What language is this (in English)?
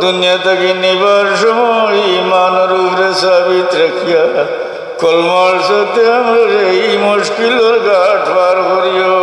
Sylheti